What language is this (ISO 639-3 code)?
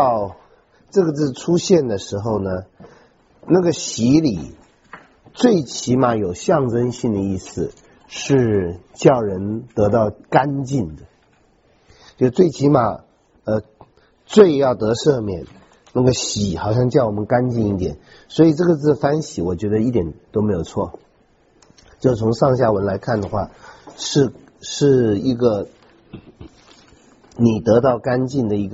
zho